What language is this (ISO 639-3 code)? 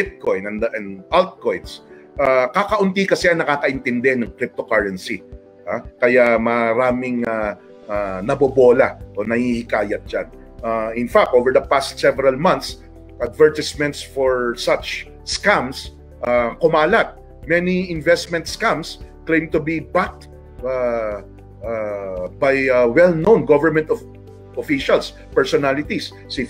fil